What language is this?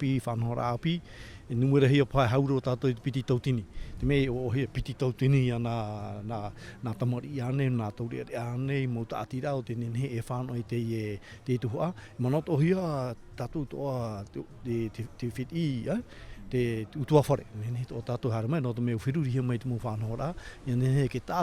Tahitian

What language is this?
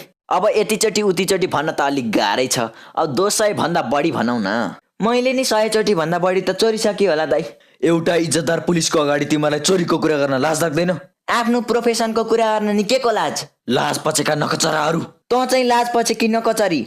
Nepali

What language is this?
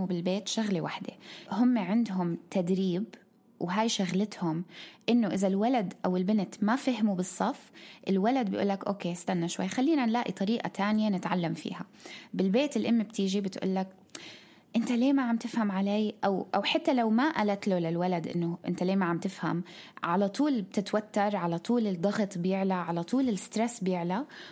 North Levantine Arabic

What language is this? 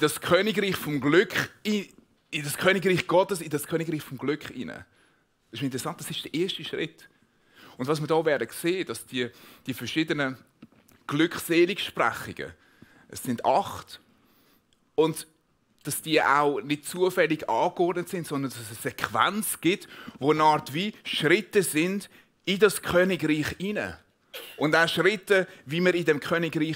Swiss German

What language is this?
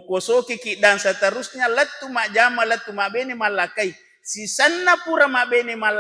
Buginese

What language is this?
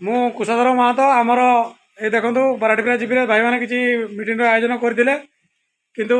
Odia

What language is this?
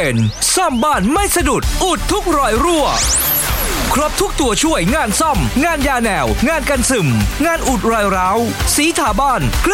Thai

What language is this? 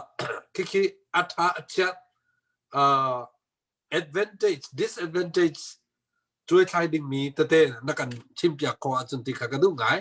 Hakha Chin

